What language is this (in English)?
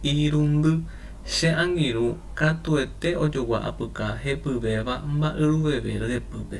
Guarani